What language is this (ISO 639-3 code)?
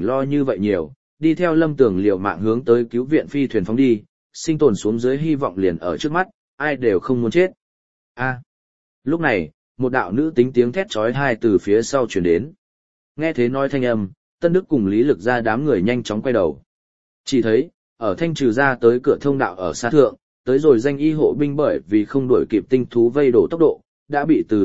vie